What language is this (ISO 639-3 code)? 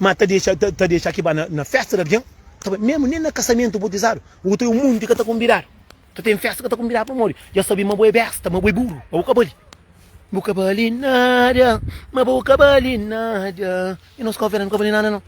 kea